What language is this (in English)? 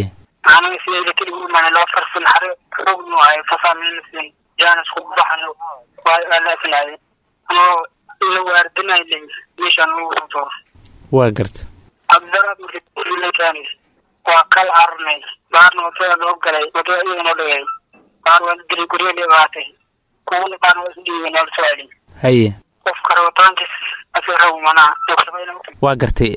Somali